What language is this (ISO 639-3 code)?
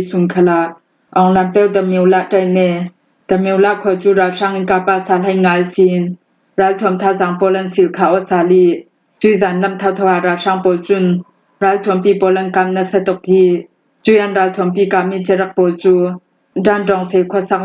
cfm